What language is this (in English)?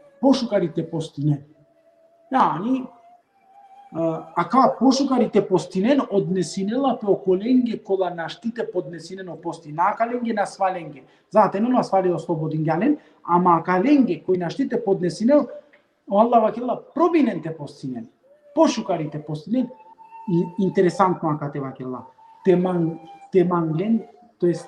Balkan Romani